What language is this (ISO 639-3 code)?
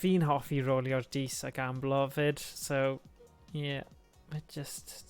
cym